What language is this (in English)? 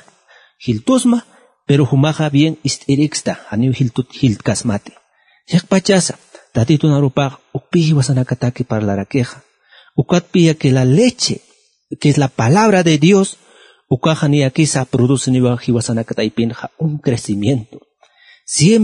Aymara